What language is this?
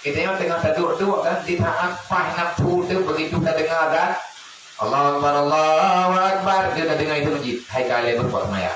Achinese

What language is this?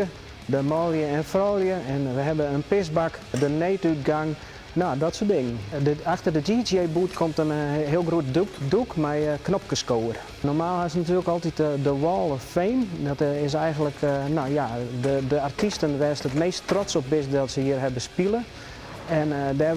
Western Frisian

